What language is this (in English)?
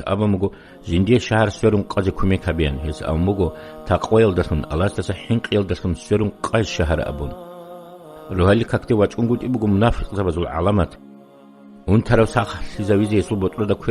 Avaric